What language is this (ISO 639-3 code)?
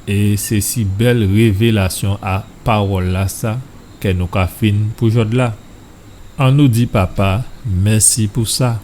gcf